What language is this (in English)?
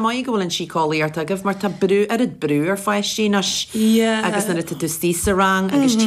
Irish